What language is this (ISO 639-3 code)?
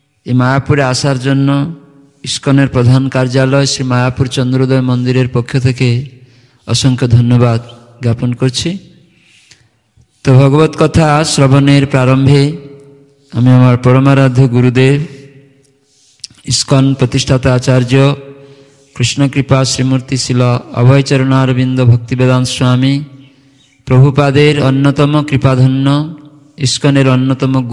ben